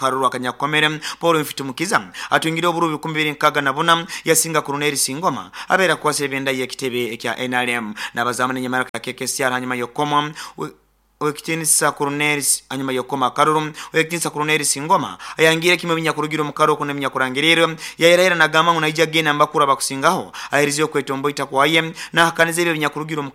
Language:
Nyoro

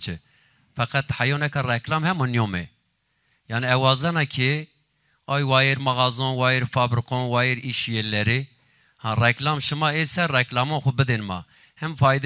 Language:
Zaza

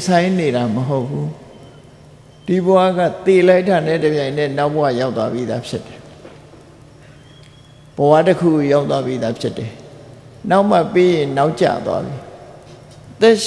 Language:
Burmese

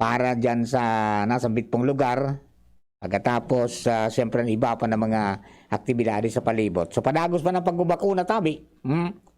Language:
Bikol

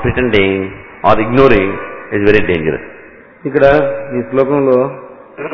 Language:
Telugu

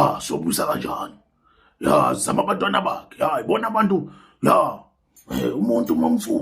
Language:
Zulu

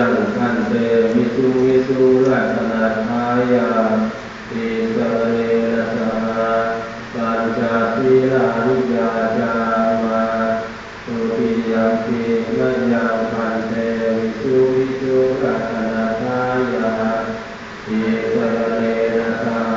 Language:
Pali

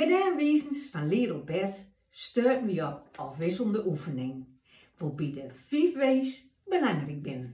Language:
Gronings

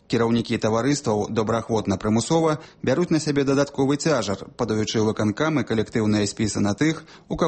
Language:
Belarusian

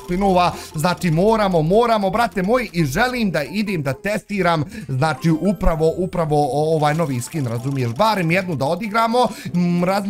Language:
Bosnian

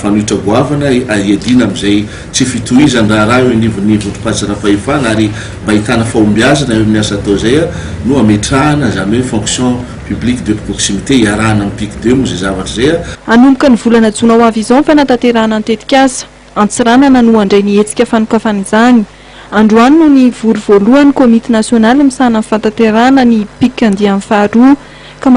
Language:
Malagasy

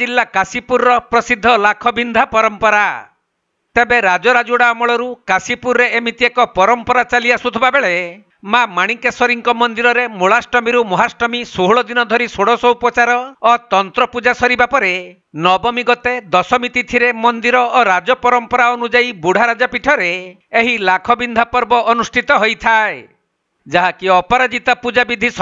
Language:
Odia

